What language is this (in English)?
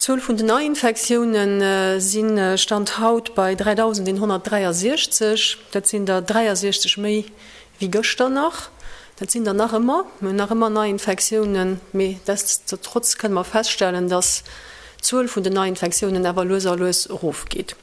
Luxembourgish